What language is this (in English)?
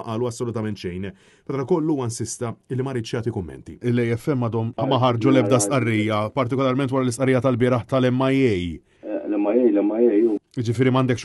Maltese